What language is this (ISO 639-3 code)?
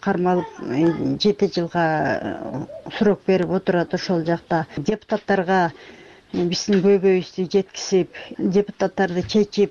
kir